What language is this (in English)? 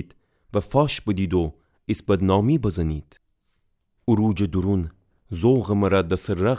Gilaki